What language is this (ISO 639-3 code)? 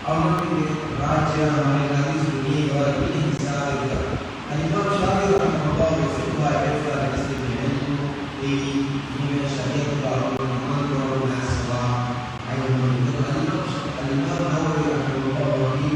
div